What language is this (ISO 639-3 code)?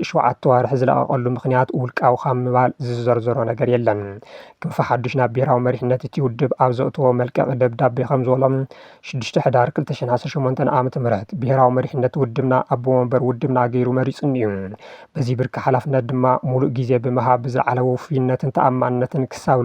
tir